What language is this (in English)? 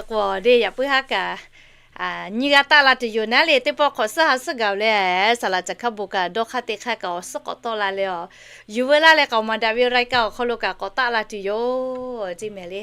Lahu